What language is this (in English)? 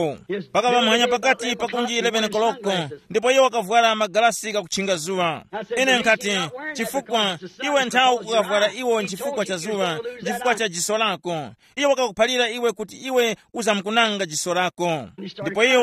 Tumbuka